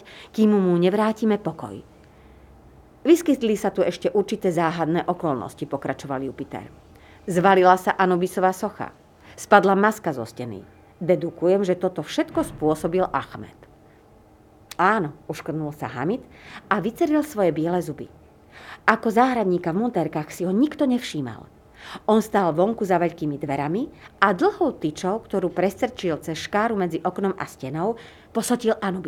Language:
Slovak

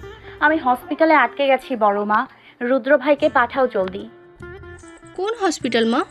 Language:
Bangla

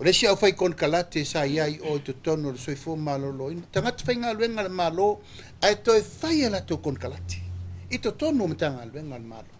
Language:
Samoan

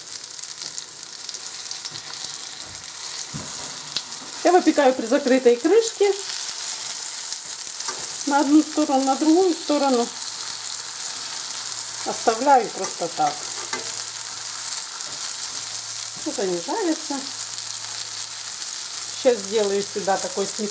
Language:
Russian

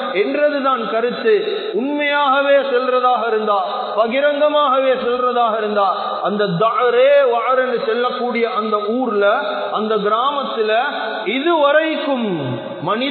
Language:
Tamil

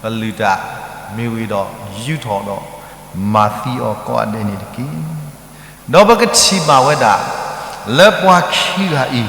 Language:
S'gaw Karen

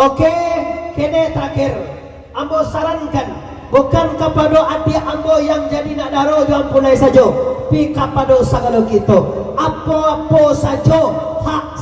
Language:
Minangkabau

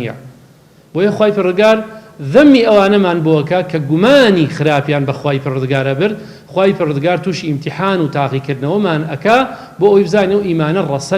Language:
Central Kurdish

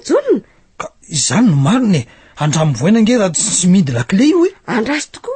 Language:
Malagasy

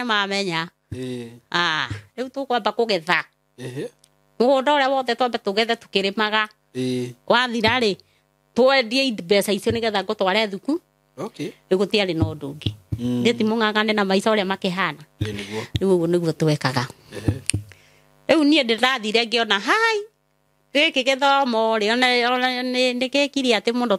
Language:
Kikuyu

